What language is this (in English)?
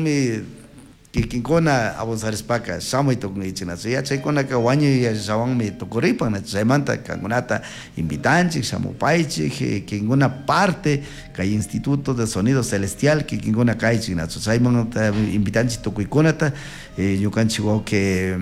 Chimborazo Highland Quichua